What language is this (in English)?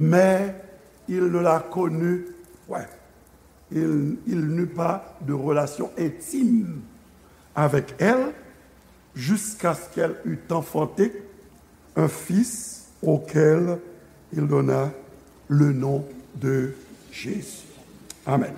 Haitian Creole